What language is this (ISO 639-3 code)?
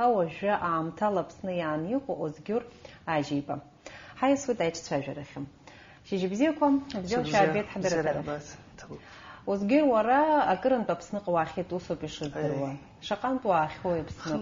abk